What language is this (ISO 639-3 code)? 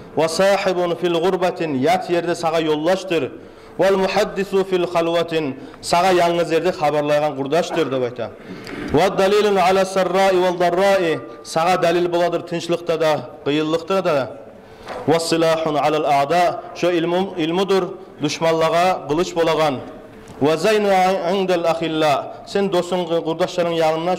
kum